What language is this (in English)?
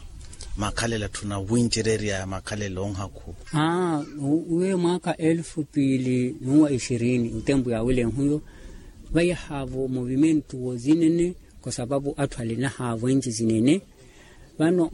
Makhuwa